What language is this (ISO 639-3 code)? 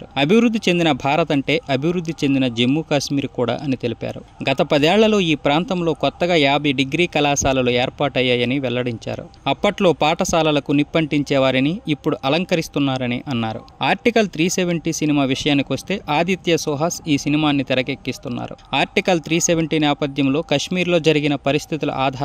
tel